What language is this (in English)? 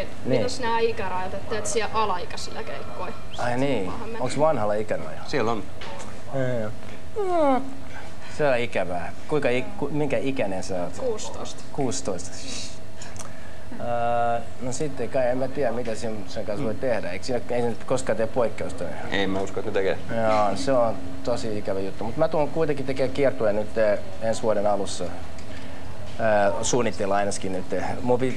Finnish